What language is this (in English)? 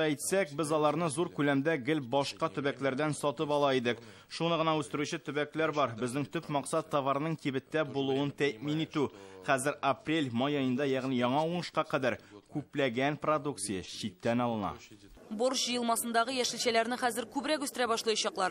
Tatar